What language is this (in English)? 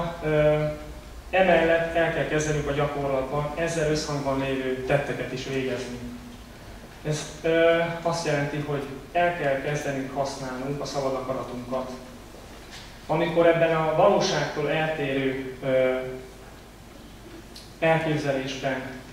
Hungarian